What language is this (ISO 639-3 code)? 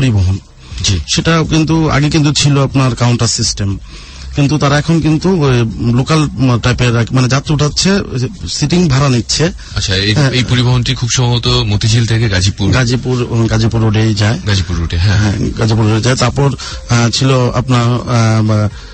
ben